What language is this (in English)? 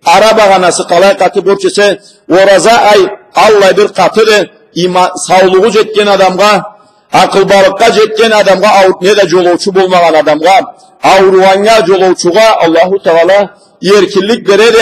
Karachay-Balkar